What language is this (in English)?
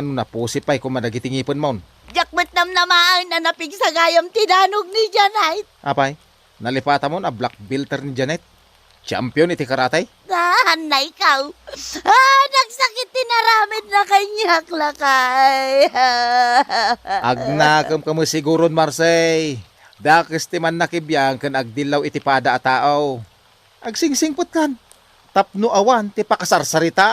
Iloko